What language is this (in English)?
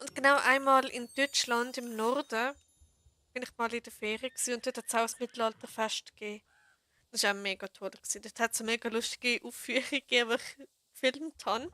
Swiss German